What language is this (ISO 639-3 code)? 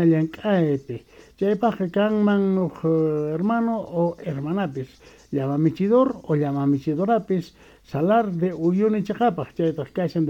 quh